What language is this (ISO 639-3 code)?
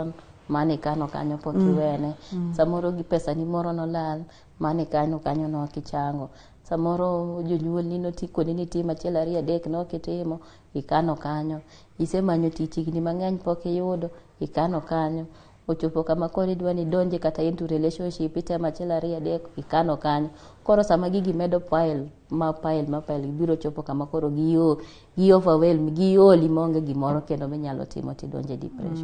luo